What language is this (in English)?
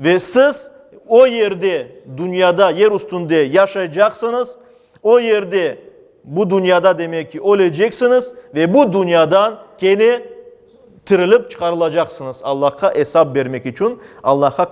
Crimean Tatar